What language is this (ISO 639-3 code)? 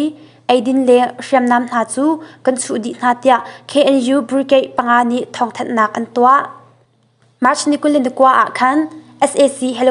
cnh